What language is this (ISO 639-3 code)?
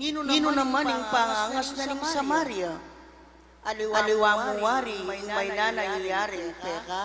pam